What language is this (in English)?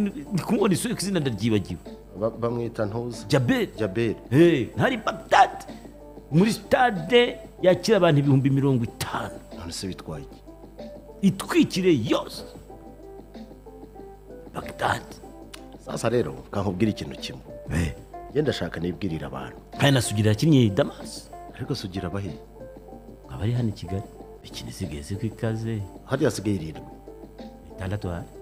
Kinyarwanda